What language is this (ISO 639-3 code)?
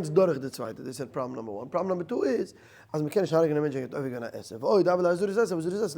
yid